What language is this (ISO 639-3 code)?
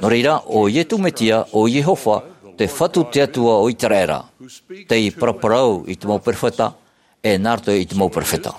tah